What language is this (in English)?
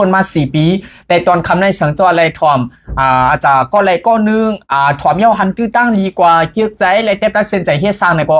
Shan